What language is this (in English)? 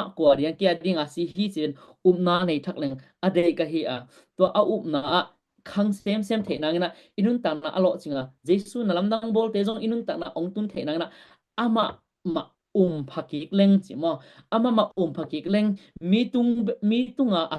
Tedim Chin